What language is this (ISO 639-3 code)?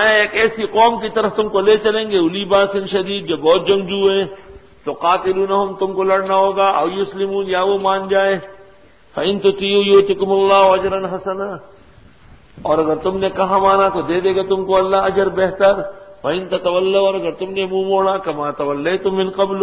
urd